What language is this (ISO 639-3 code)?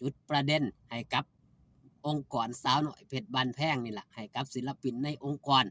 lao